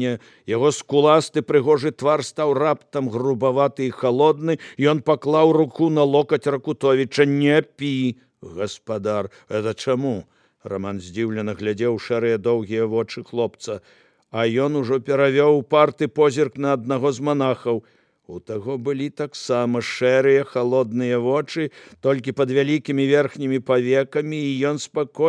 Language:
Belarusian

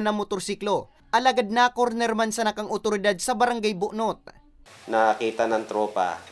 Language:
Bikol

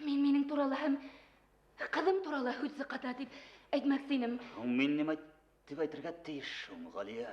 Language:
Bashkir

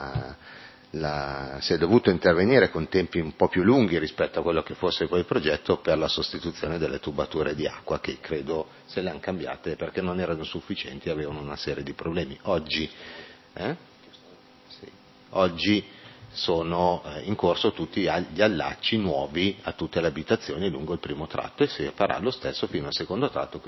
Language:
Italian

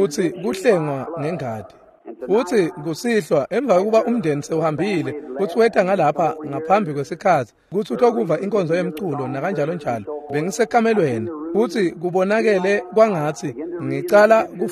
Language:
Swati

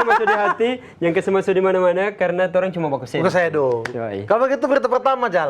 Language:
Manado Malay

